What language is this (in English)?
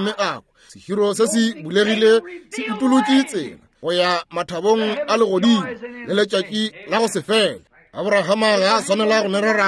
Northern Sotho